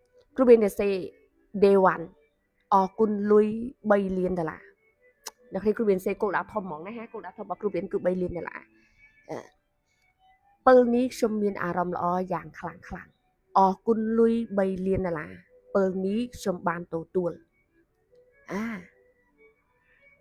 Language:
Khmer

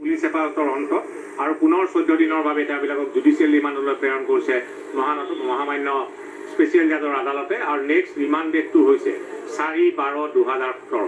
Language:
Assamese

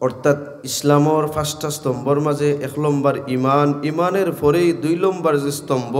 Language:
Sylheti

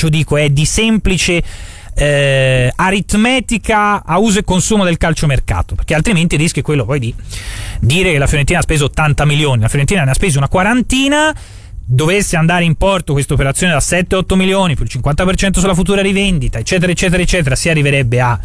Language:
Italian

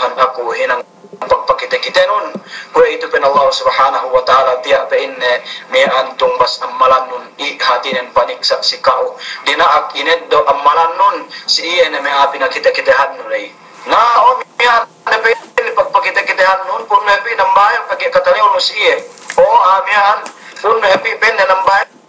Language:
Yakan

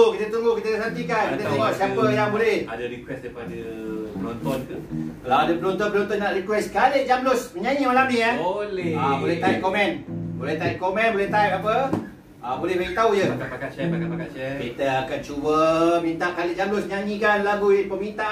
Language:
Malay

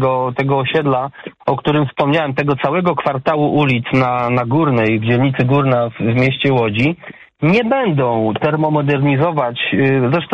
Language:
Polish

